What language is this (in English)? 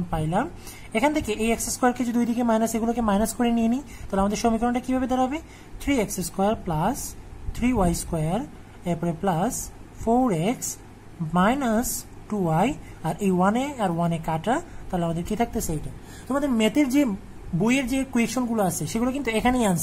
Bangla